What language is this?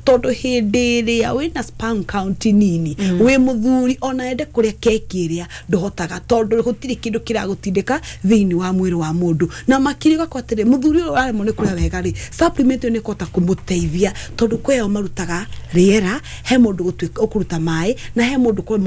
Kikuyu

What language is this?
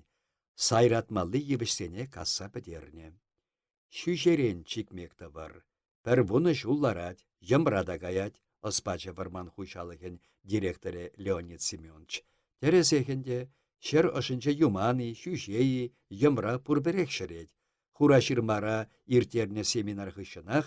Chuvash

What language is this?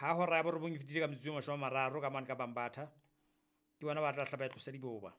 Southern Sotho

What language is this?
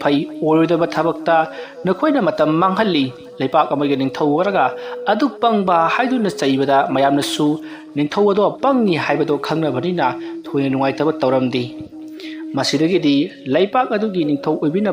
Manipuri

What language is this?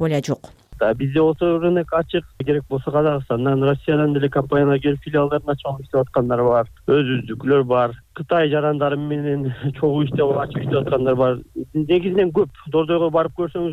Kyrgyz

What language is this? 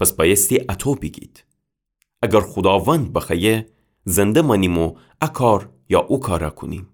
Gilaki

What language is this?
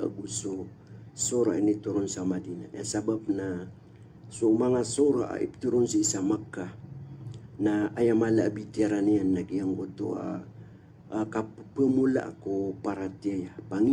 Maranao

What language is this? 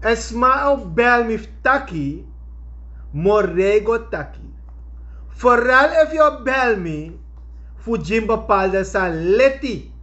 Sranan Tongo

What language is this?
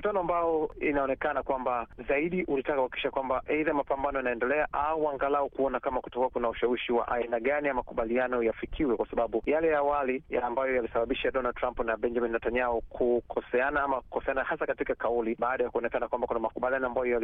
Swahili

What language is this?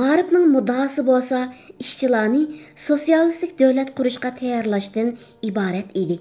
Uyghur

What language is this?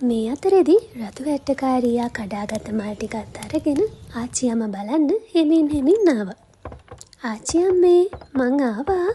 Sinhala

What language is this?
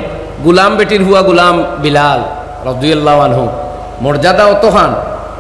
Sylheti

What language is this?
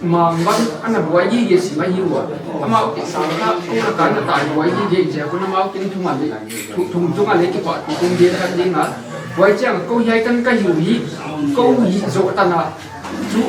Paite Chin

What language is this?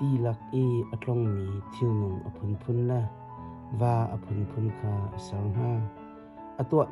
Hakha Chin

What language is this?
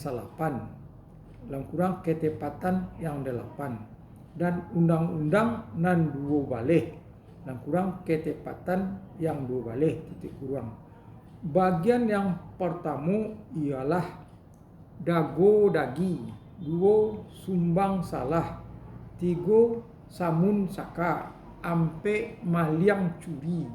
Minangkabau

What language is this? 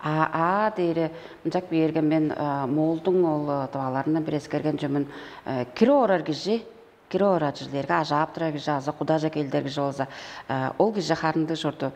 Tuvinian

